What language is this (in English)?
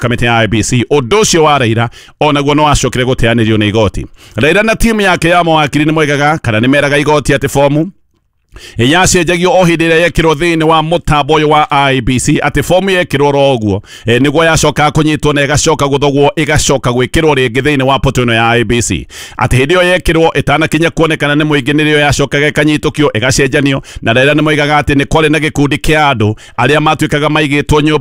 Kikuyu